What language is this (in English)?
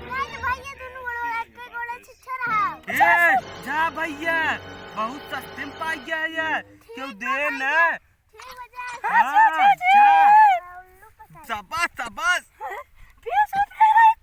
Awadhi